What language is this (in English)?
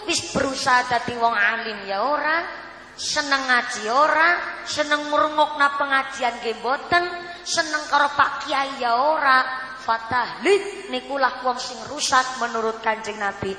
Javanese